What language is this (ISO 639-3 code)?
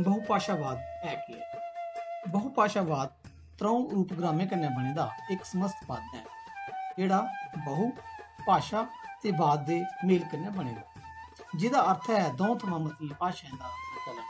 doi